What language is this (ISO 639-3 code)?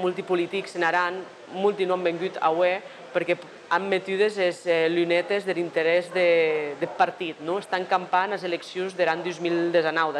oci